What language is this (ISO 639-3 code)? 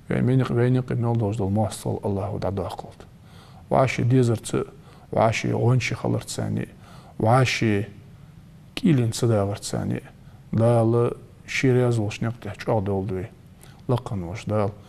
inh